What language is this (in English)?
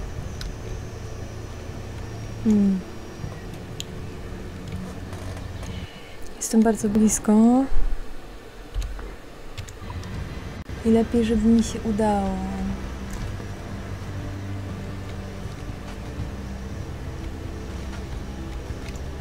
Polish